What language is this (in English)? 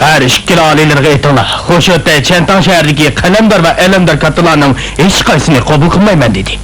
Uyghur